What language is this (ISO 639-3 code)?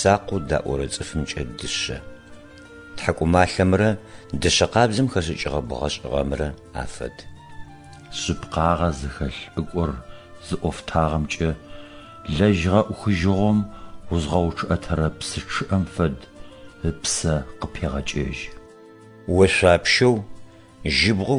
ady